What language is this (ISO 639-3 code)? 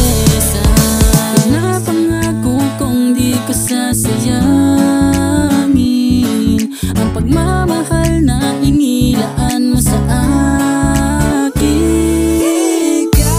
fil